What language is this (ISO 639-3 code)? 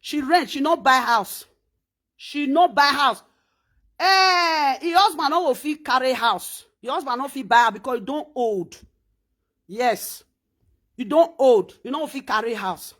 pcm